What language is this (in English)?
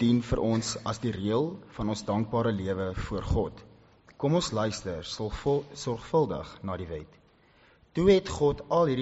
Afrikaans